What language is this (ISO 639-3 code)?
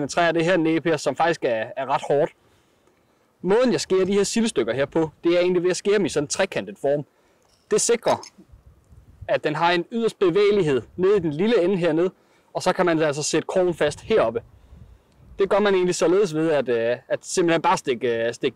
dan